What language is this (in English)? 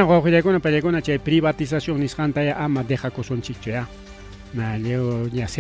Ayacucho Quechua